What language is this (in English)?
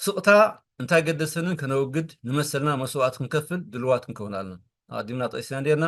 Tigrinya